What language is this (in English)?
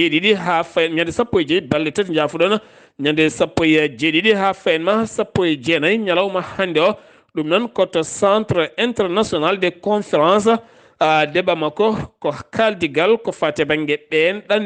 Fula